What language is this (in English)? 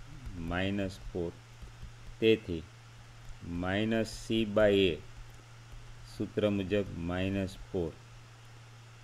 Gujarati